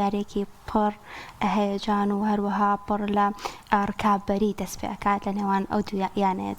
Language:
Central Kurdish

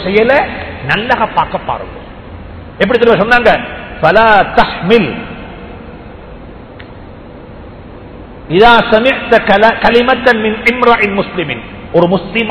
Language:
Tamil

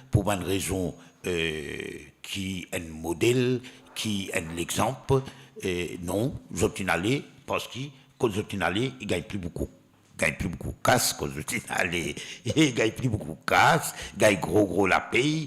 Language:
Morisyen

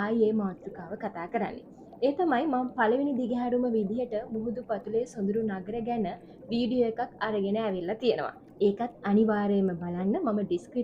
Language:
Sinhala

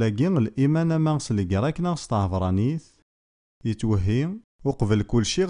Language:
Kabyle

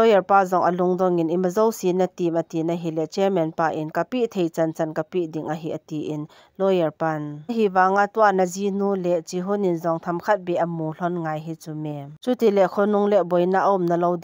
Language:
Thado Chin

